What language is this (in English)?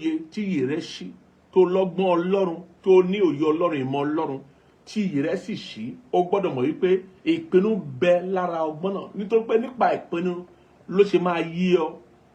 Yoruba